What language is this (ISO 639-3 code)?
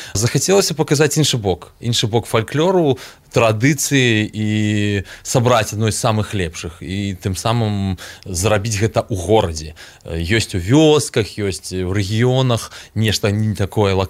bel